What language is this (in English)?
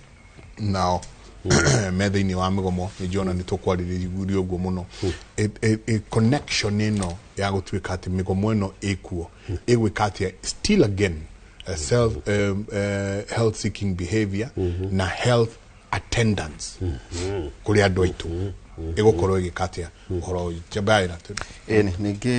Kikuyu